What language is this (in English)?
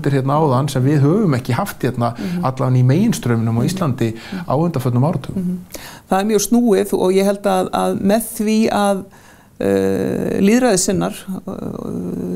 Icelandic